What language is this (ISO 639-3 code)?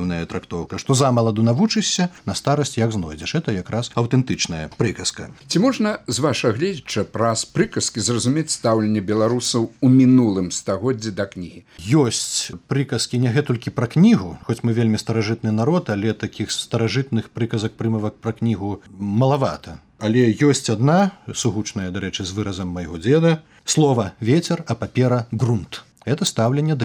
bel